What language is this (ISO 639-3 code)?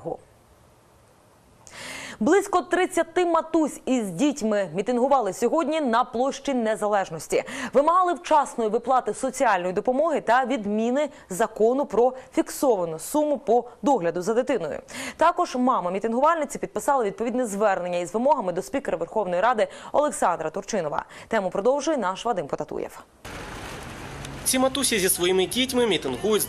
ukr